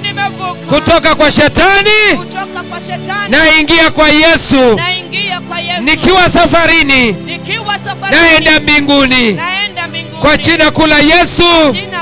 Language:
Swahili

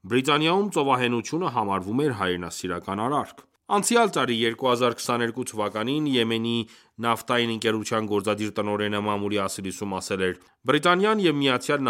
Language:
Armenian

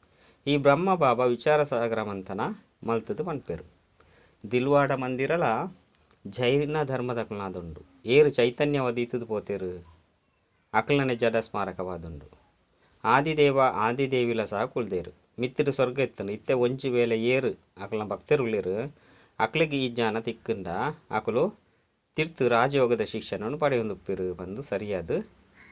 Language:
Tulu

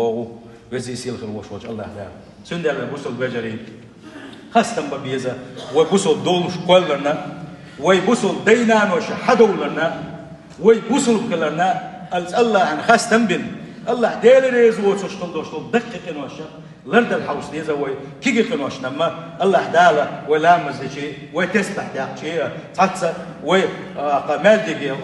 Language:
Chechen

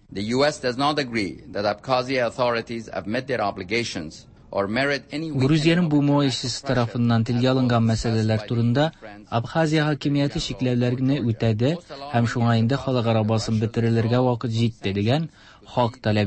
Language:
Tatar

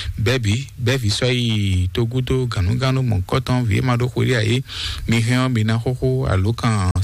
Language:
Fon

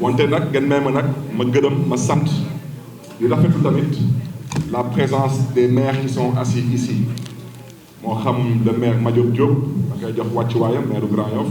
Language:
Wolof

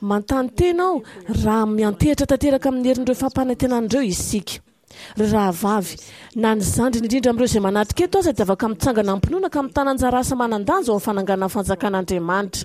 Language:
Malagasy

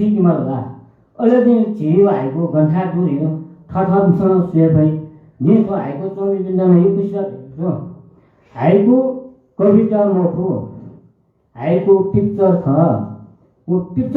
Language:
Newari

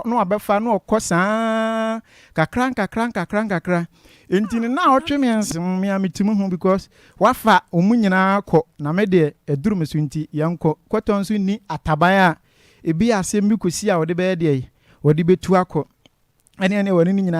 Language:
Akan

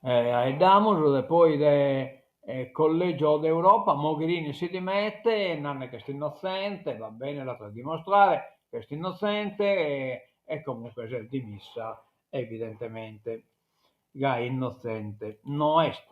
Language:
Sardinian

